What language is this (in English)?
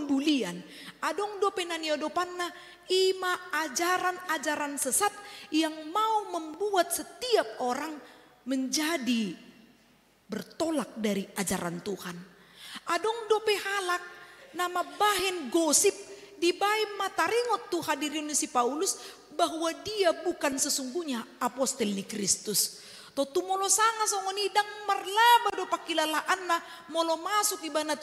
Batak Toba